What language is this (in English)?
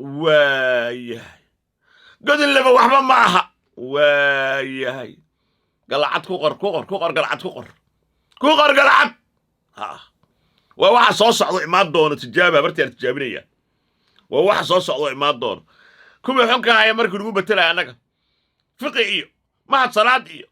Somali